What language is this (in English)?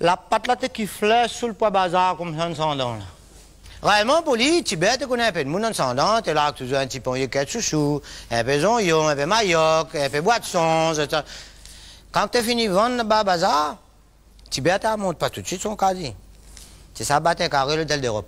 Réunion Creole French